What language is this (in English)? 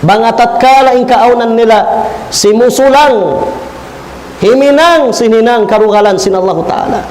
Tausug